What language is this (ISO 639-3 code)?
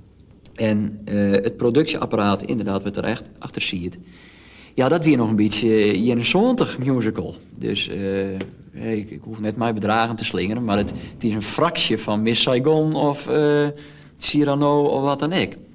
fry